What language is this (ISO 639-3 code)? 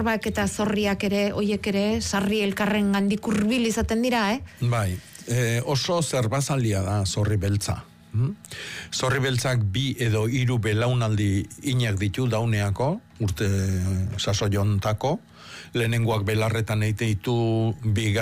eus